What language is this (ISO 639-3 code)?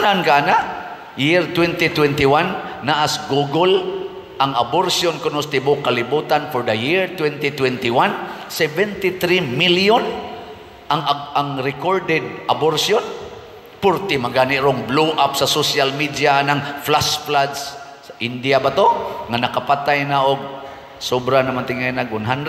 ceb